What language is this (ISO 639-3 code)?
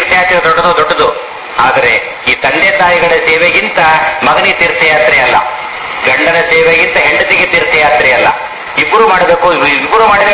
kan